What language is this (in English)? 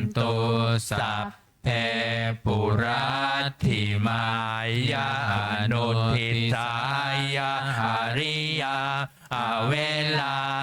Pali